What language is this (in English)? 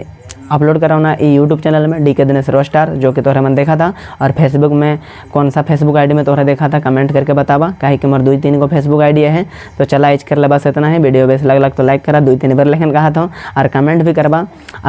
Sadri